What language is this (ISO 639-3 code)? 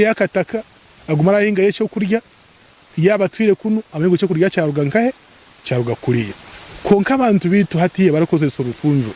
nyn